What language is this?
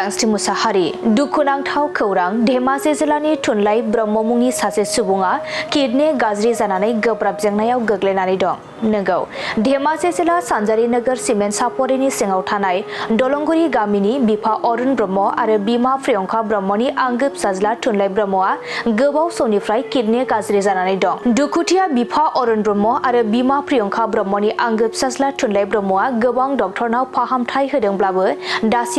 Bodo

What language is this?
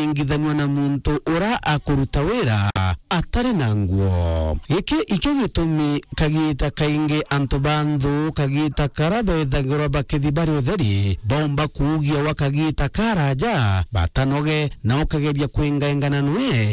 Meru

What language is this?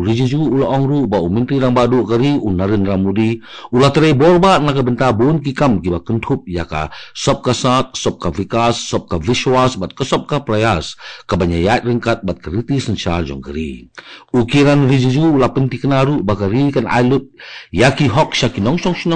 Khasi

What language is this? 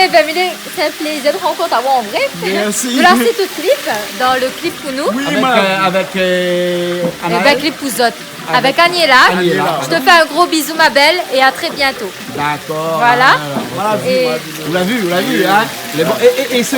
Réunion Creole French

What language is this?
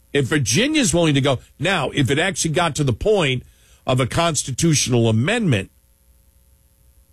English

